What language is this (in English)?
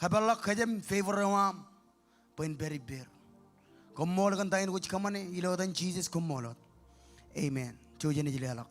Marshallese